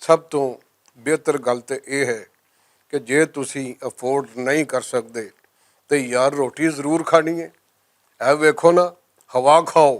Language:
Western Panjabi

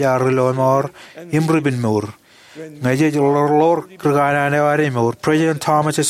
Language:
Marshallese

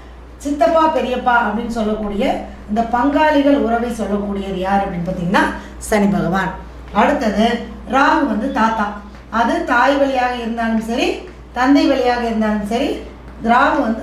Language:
Tamil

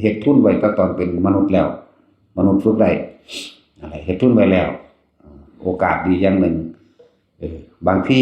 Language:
Northeastern Thai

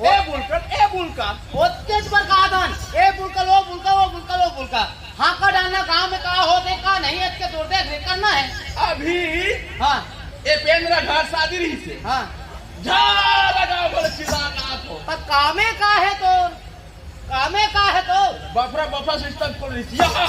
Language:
Chhattisgarhi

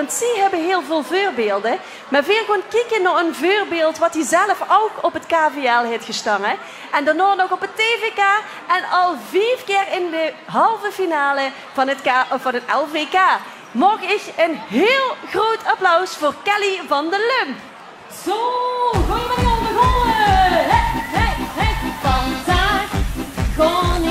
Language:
Limburgish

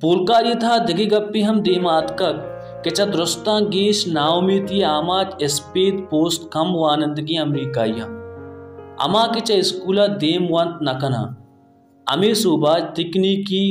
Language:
Baluchi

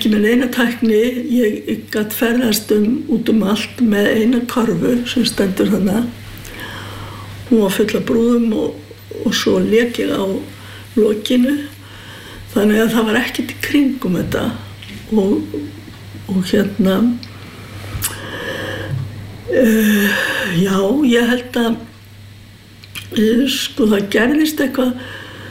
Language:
Icelandic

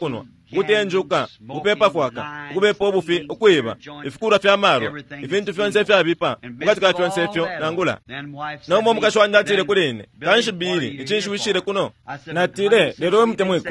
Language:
Bemba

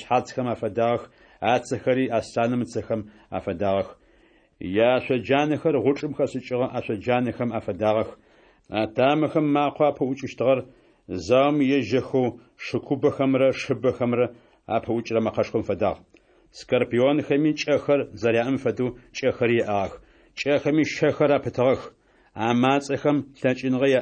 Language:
Adyghe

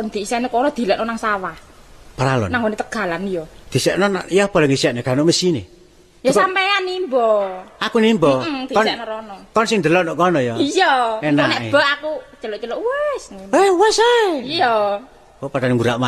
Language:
Javanese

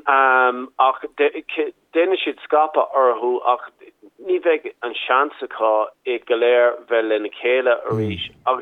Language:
Irish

